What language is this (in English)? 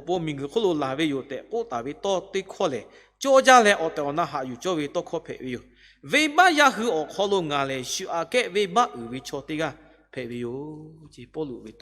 Lahu